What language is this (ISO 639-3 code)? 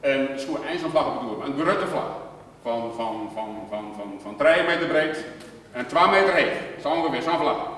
fry